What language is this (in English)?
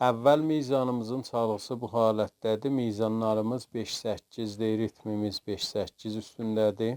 South Azerbaijani